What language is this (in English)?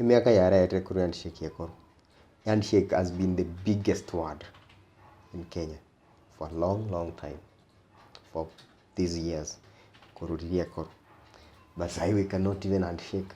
Gusii